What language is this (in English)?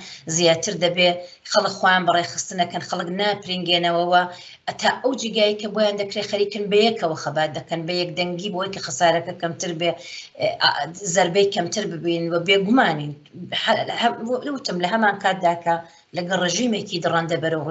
Central Kurdish